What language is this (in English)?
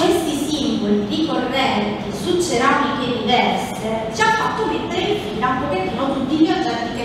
Italian